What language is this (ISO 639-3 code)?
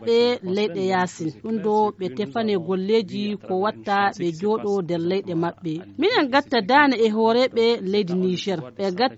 ful